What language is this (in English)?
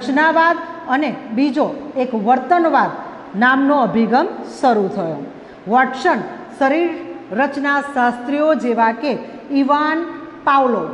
Gujarati